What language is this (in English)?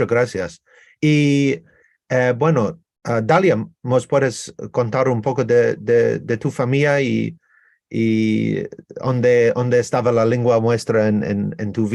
Ladino